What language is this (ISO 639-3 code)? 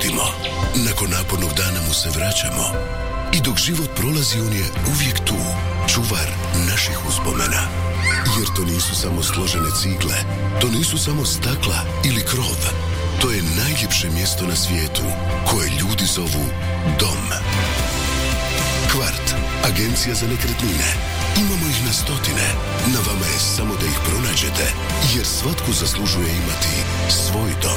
hrv